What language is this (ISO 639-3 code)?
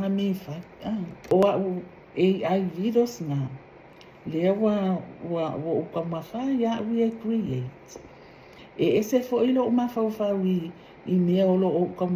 smo